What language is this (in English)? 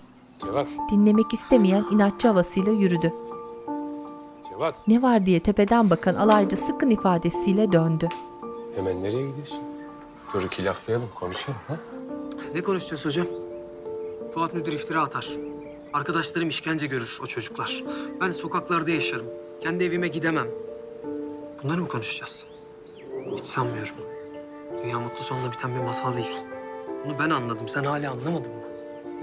Turkish